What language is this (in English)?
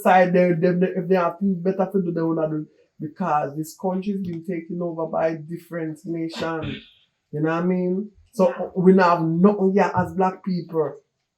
Jamaican Creole English